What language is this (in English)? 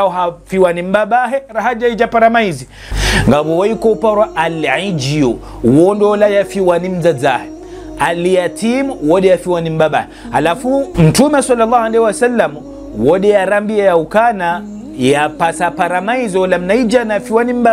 Ngazidja Comorian